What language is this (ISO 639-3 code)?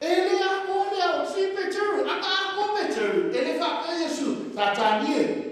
smo